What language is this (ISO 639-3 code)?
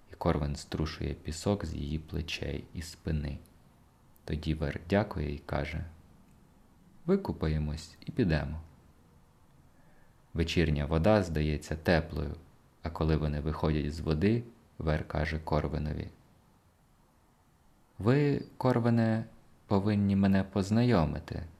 ukr